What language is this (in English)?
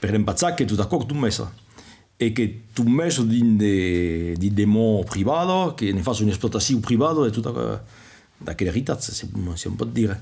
Occitan